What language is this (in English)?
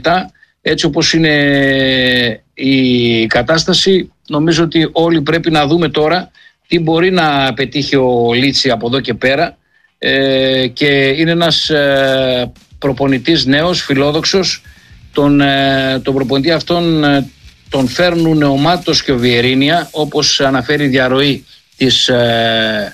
Greek